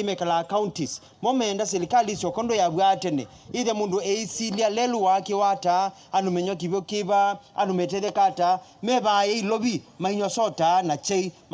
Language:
Kamba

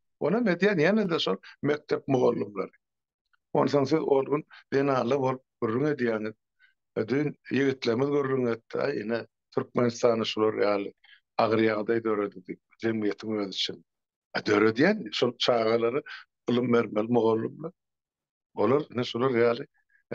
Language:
Turkmen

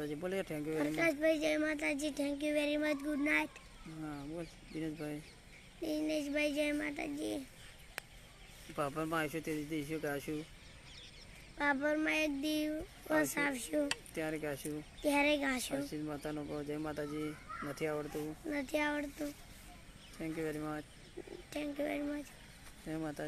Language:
Gujarati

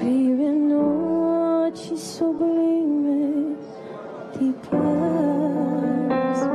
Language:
Papiamento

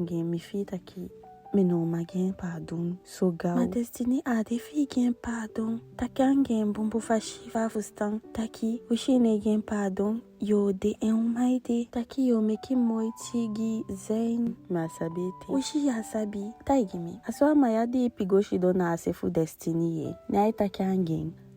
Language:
Eastern Maroon Creole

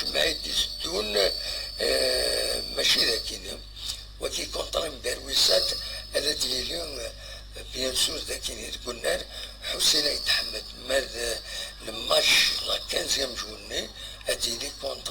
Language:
Kabyle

